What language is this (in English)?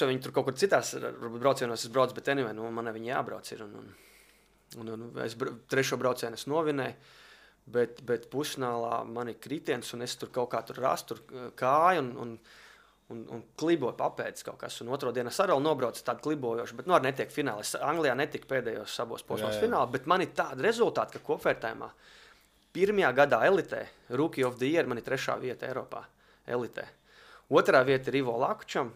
Latvian